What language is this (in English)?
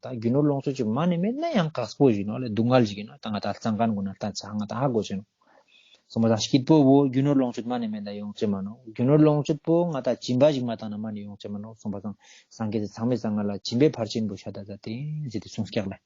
Ladakhi